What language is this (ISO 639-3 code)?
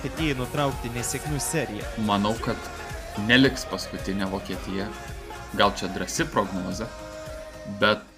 lit